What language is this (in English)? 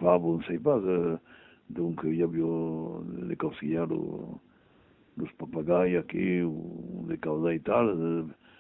Occitan